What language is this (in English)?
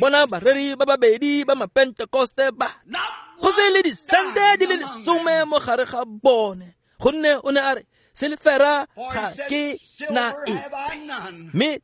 Tswana